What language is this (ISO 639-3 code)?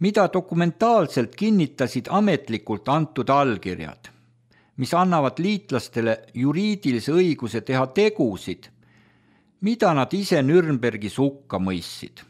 est